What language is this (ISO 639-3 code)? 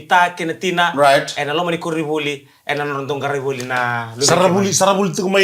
fij